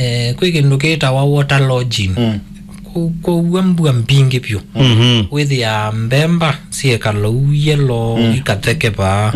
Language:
Kamba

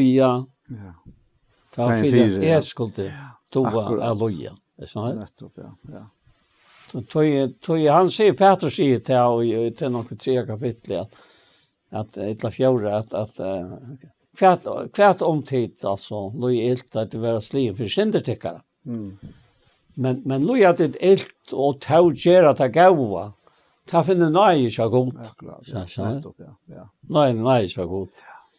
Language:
Faroese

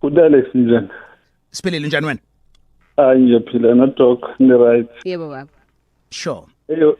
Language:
Zulu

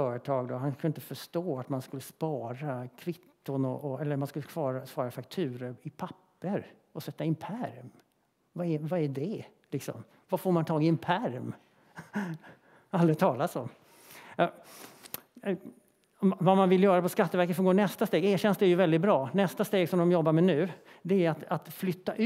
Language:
Swedish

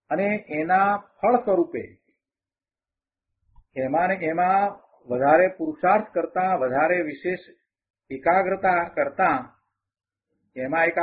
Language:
Gujarati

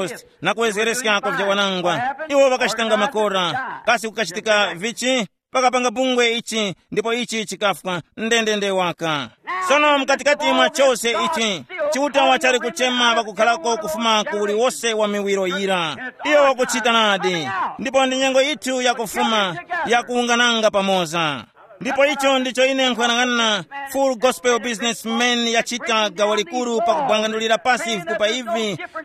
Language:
Tumbuka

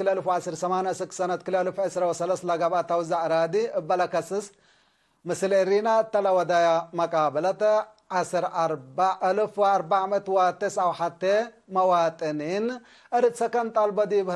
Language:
Tigre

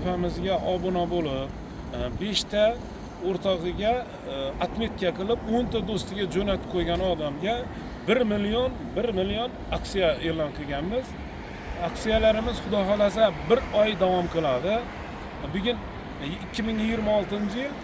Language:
Uzbek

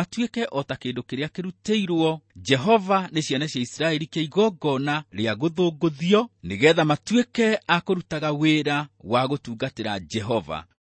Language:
Kikuyu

